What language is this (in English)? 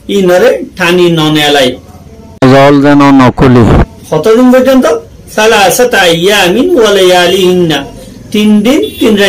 Rohingya